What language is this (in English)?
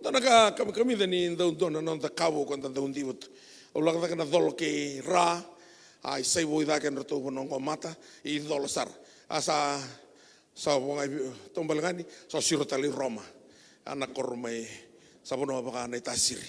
Fijian